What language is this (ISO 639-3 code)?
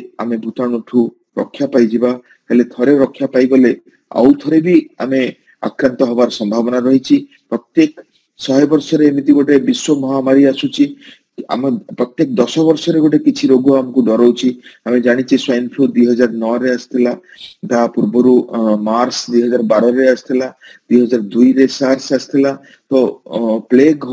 ori